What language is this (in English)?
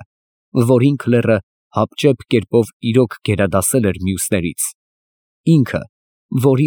Armenian